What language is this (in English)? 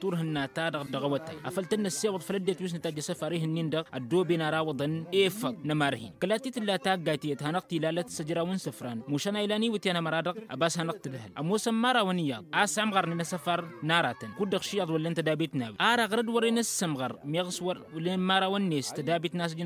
Tamasheq